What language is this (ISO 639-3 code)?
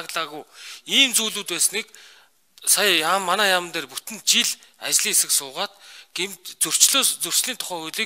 mon